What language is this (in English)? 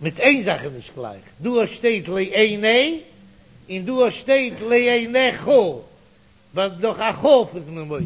Yiddish